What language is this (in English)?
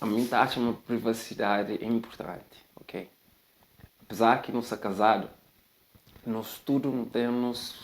Kabuverdianu